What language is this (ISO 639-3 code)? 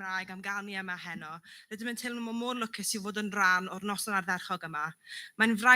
cym